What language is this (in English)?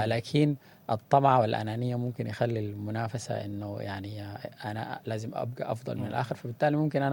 Sudanese Arabic